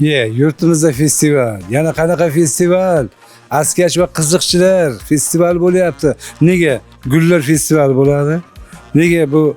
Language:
Uzbek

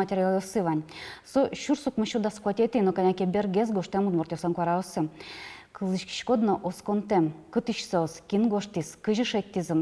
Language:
Udmurt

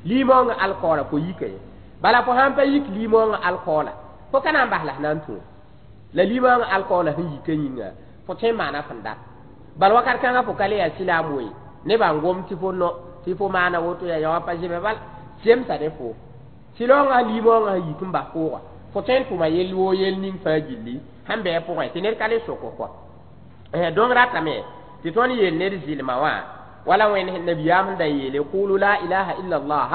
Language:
Mossi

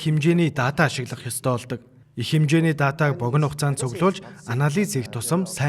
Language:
Mongolian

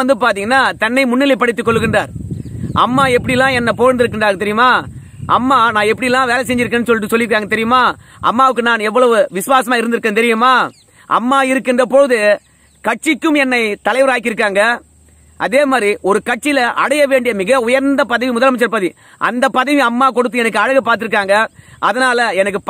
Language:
Tamil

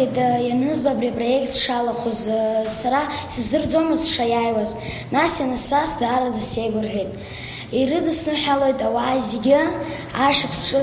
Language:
Abkhazian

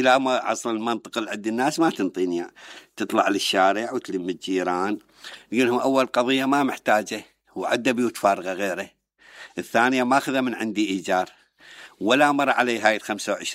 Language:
Mesopotamian Arabic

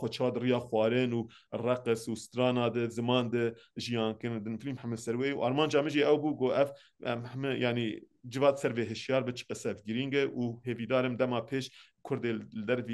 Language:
Kurdish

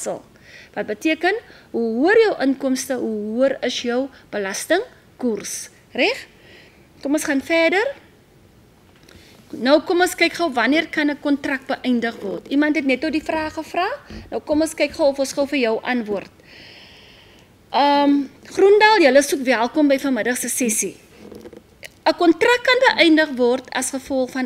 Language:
Afrikaans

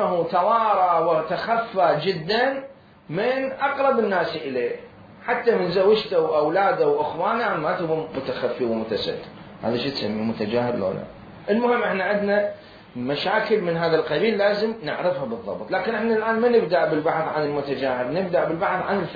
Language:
Mesopotamian Arabic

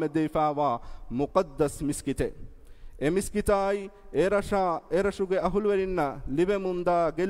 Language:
Divehi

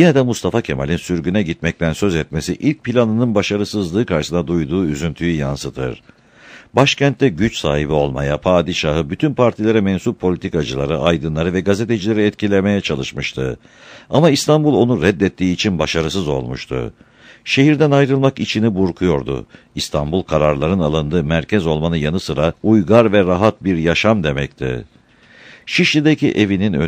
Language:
Turkish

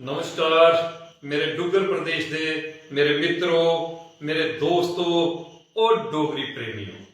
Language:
Dogri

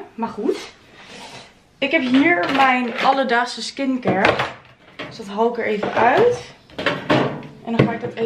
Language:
Dutch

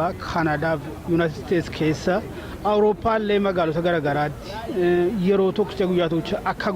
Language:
Oromo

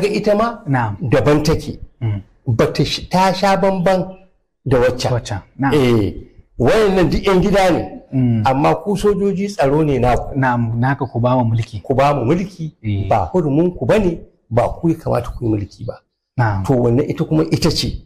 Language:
Hausa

